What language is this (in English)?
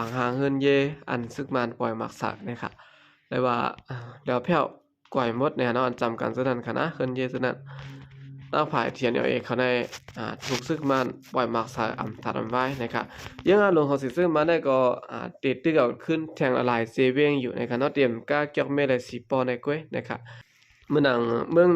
Shan